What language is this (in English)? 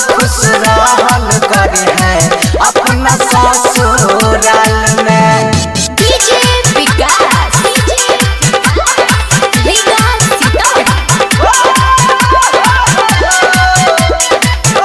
Maithili